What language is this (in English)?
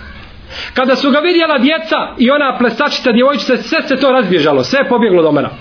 Bosnian